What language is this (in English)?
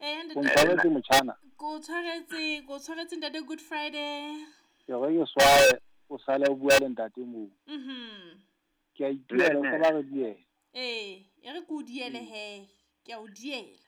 Southern Sotho